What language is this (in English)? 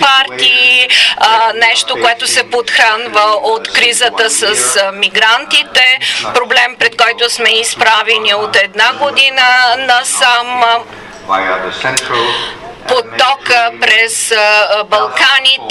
Bulgarian